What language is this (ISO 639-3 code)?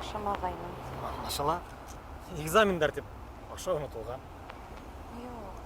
bak